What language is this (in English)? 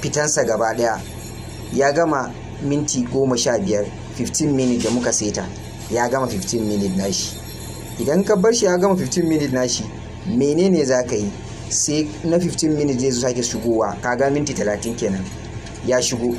Hausa